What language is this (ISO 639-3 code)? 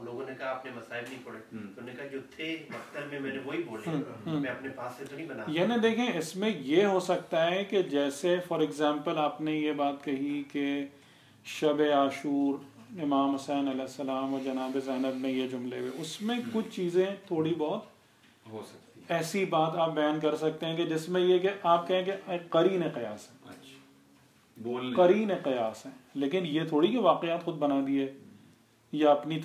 urd